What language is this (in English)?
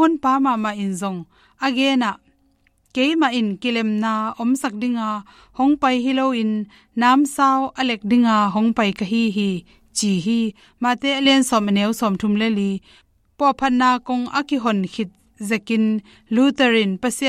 Tedim Chin